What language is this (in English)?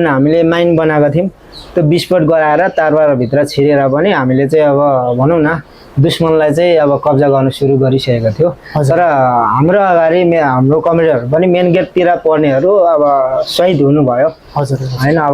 Nepali